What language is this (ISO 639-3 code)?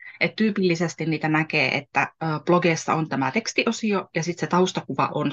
fin